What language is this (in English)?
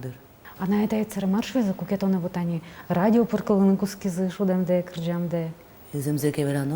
Udmurt